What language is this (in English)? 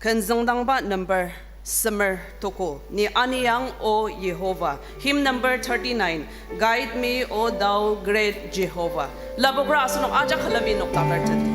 Ao Naga